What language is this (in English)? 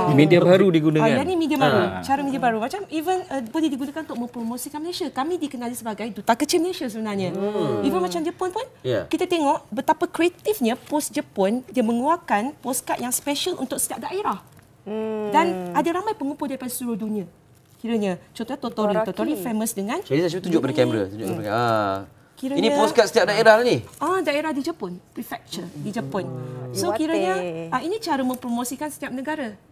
Malay